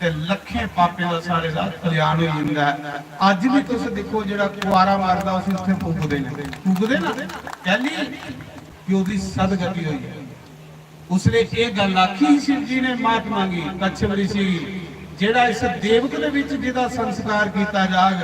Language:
Dogri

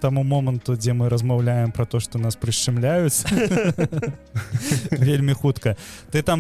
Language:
Belarusian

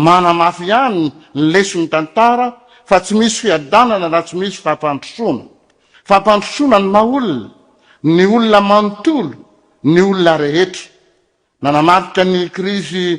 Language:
Malagasy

